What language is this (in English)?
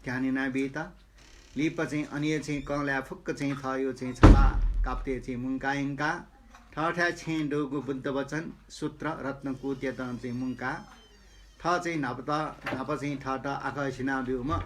Newari